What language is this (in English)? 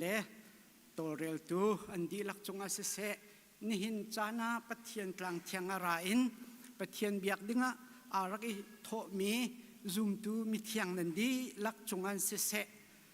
Hakha Chin